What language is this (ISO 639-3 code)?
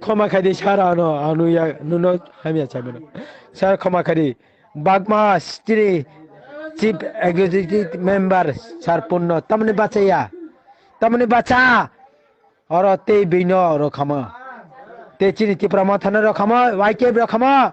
trp